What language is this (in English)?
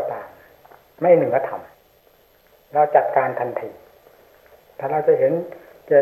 Thai